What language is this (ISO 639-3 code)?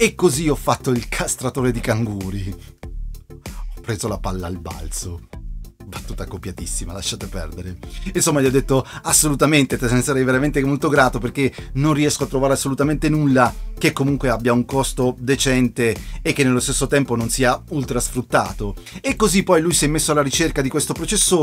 ita